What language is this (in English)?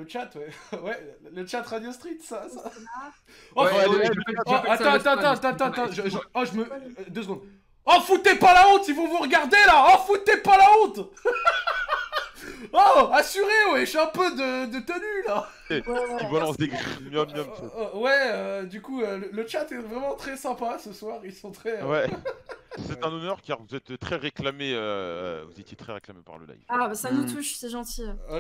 French